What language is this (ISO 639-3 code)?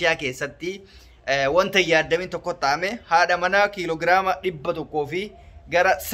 orm